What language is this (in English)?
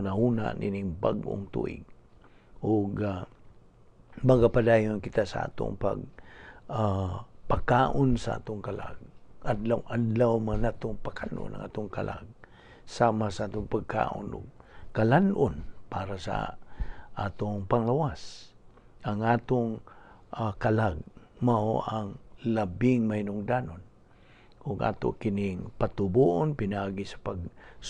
Cebuano